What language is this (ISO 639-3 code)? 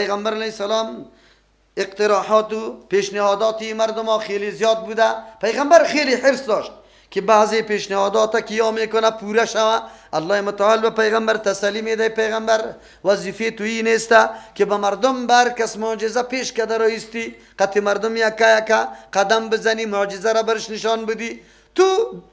fas